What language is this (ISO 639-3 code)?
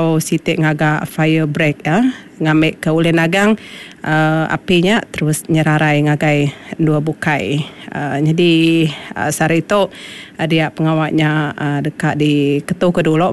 iba